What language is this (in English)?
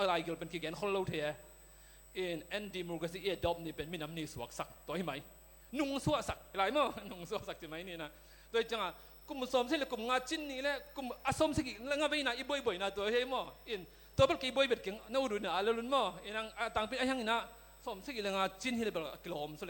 Tedim Chin